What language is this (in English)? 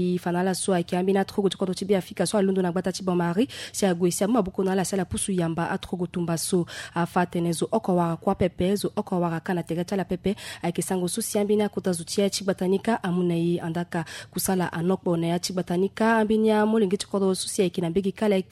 Sango